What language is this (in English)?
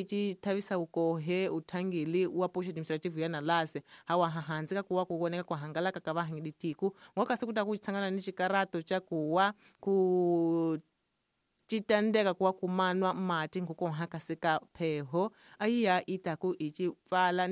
Tsonga